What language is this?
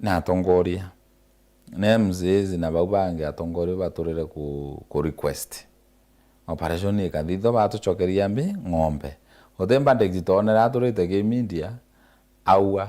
Meru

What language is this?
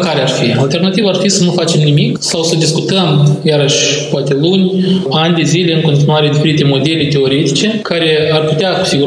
Romanian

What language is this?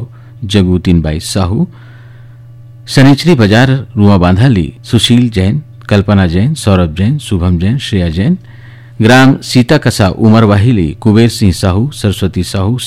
Chhattisgarhi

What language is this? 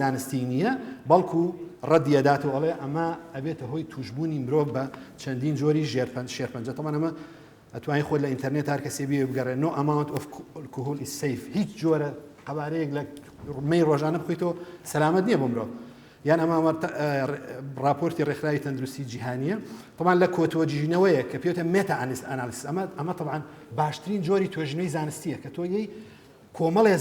Central Kurdish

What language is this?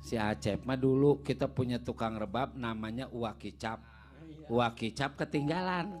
Betawi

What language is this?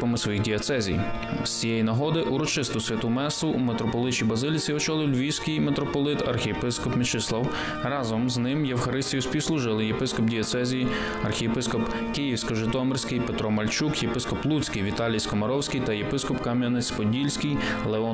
Ukrainian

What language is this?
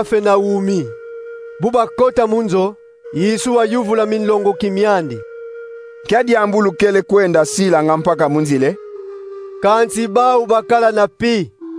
Kongo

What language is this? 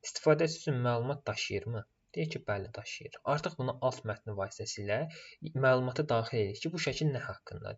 Azerbaijani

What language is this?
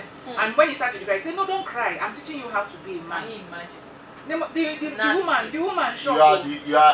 Nigerian Pidgin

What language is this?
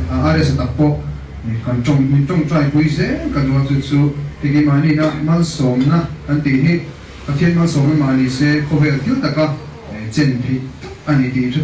Mizo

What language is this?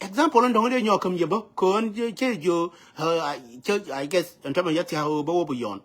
Nuer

